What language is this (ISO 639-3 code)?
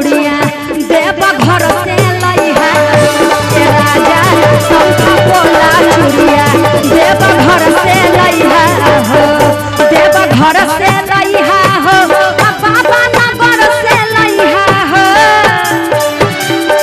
bho